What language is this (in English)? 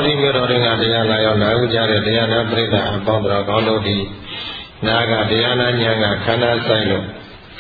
Burmese